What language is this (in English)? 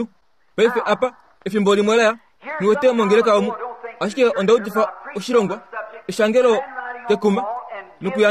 Kuanyama